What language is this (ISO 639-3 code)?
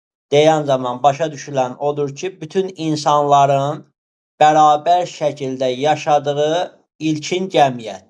aze